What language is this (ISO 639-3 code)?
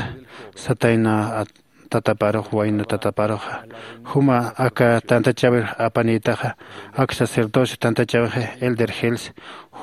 aym